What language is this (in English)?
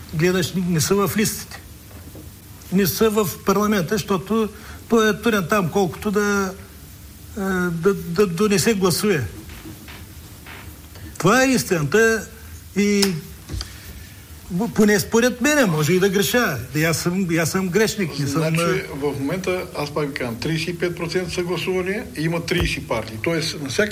Bulgarian